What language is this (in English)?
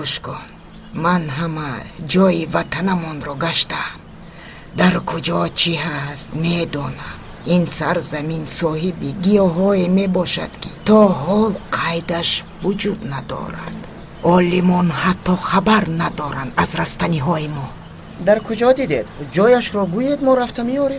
Tajik